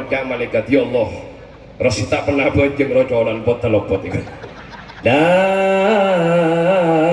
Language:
Madurese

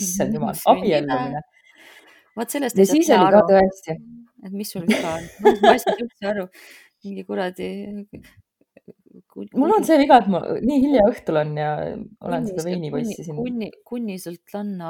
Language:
Estonian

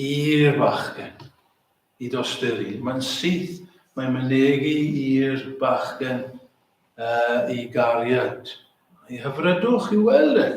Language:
Welsh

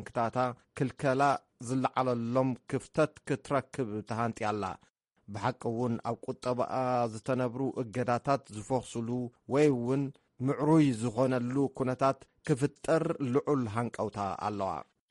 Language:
Tigrinya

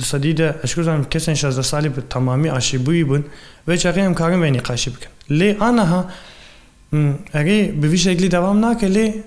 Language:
Kurdish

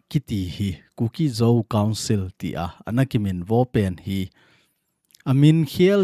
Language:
Thado Chin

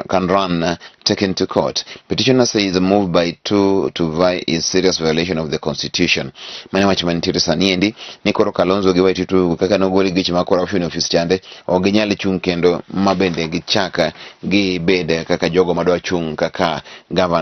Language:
Luo (Kenya and Tanzania)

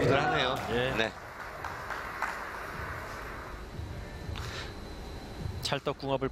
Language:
Korean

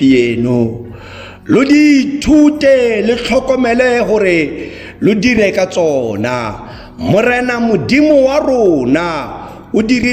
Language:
Tswana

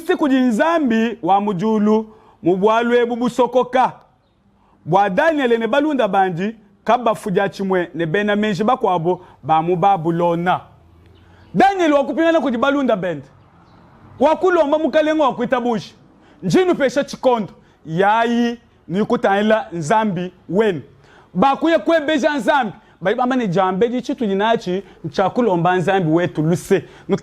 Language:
Luba-Lulua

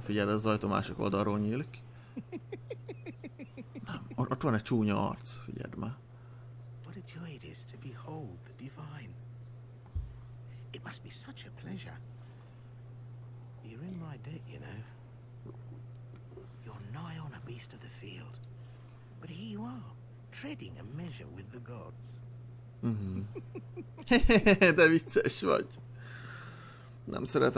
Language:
Hungarian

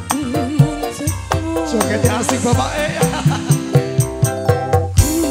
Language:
Indonesian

